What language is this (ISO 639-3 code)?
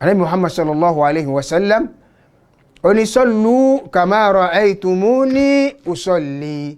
yor